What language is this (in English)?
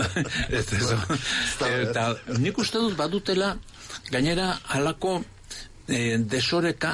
Basque